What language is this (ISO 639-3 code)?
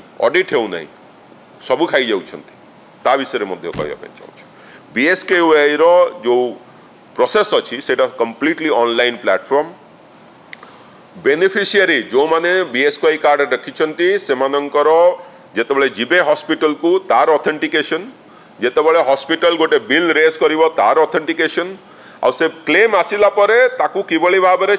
ori